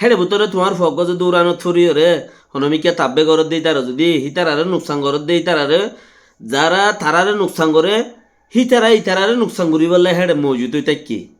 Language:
Rohingya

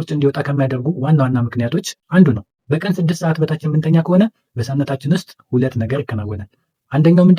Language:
Amharic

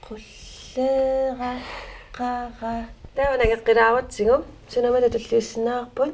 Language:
Kalaallisut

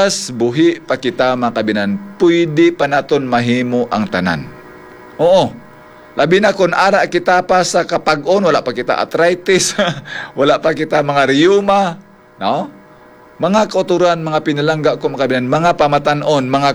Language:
Hiligaynon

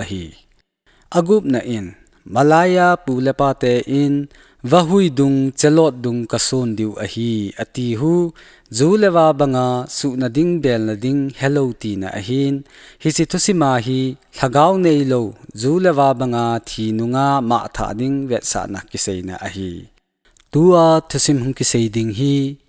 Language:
Thado Chin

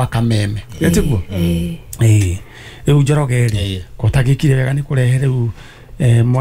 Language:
Kikuyu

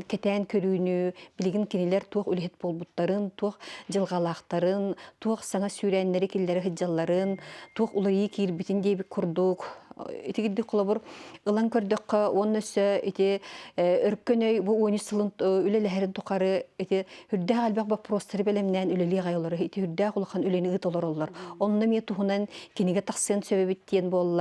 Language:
Yakut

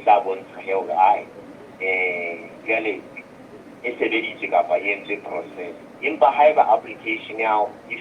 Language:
Southern Sotho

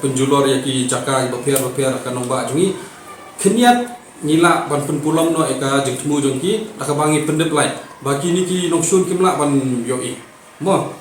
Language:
Khasi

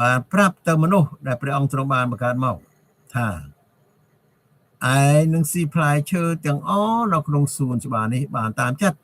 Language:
Khmer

